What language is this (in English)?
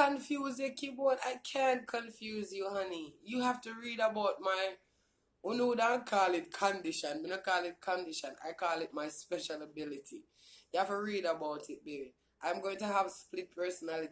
Jamaican Creole English